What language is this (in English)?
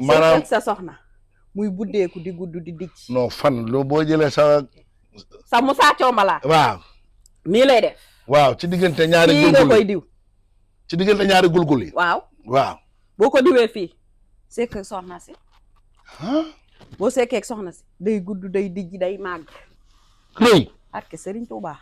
Wolof